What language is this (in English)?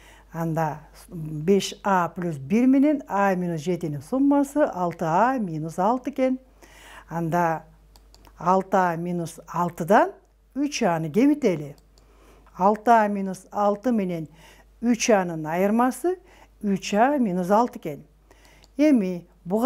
Kyrgyz